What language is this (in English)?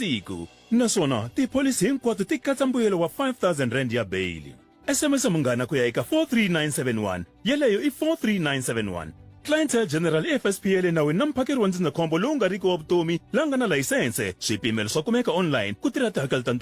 Tsonga